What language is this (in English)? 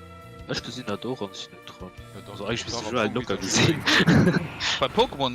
Luxembourgish